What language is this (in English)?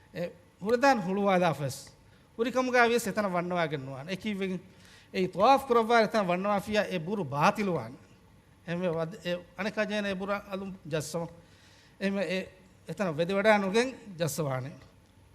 Divehi